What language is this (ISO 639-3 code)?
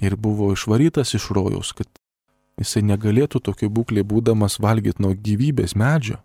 lit